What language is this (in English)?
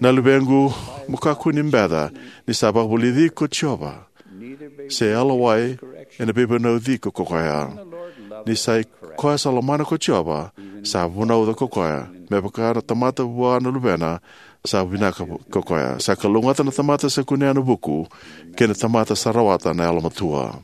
Fijian